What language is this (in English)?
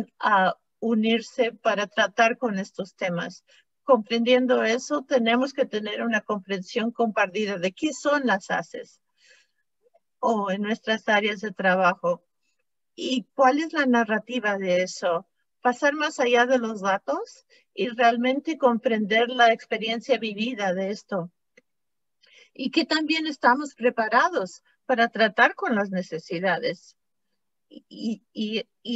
Spanish